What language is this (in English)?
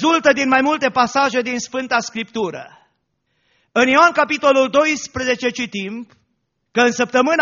Romanian